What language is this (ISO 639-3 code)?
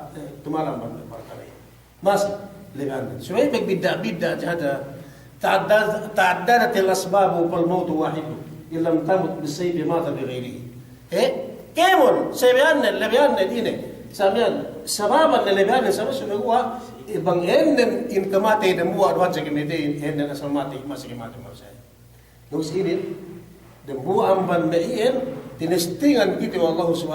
yka